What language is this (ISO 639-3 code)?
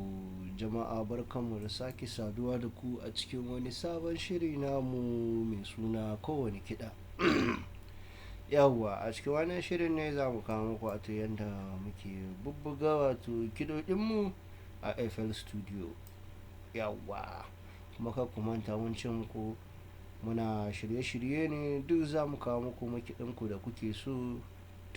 hau